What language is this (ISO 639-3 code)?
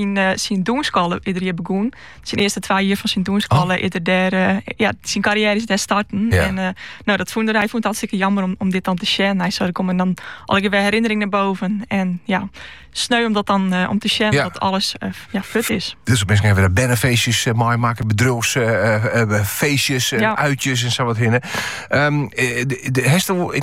nld